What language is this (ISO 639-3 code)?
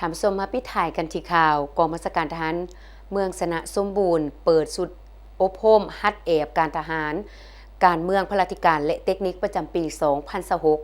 lao